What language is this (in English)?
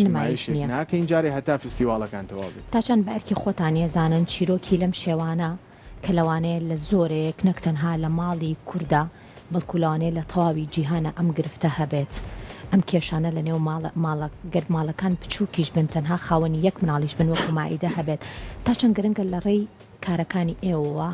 Central Kurdish